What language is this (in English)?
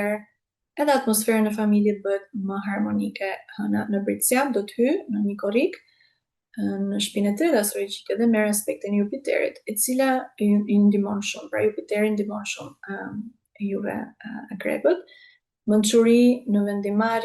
Albanian